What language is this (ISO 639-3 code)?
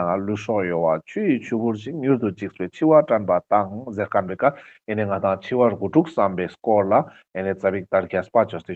lbj